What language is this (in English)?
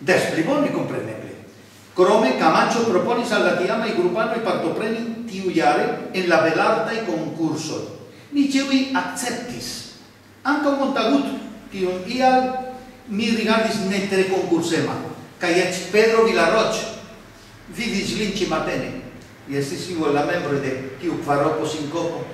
Esperanto